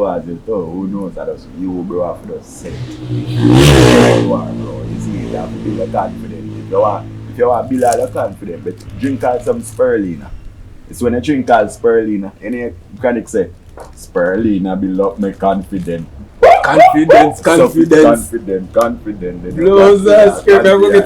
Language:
Jamaican Creole English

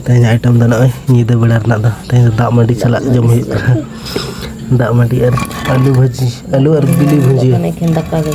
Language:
Santali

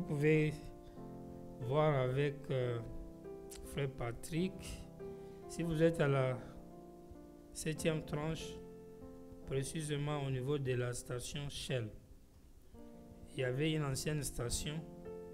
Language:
French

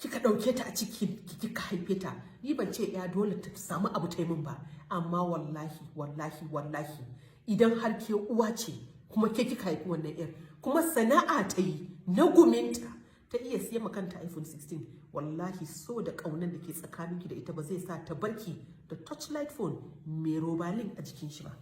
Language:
Hausa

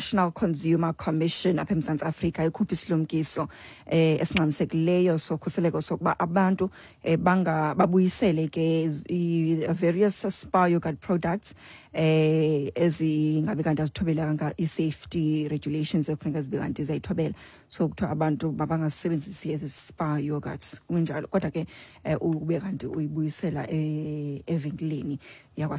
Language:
Xhosa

